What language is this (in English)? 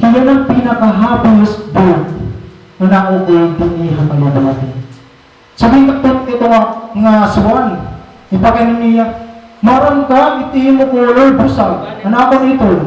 Waray